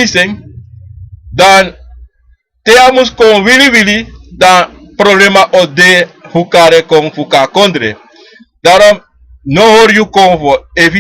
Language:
Sranan Tongo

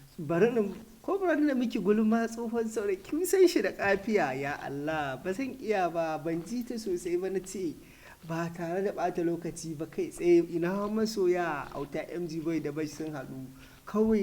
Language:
Hausa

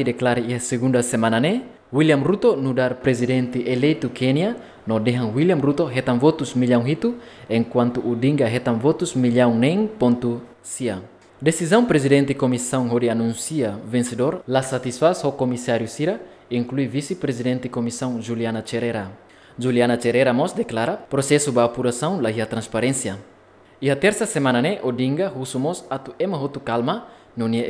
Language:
Tetum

